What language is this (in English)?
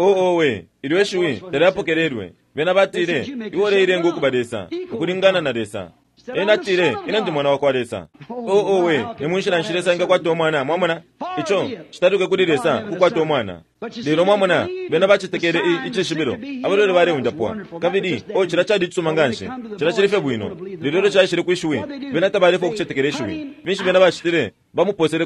Bemba